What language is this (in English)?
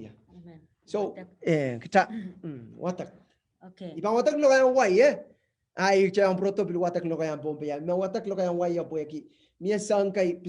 Pohnpeian